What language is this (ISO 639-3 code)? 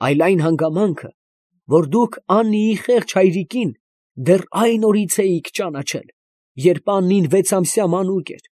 hye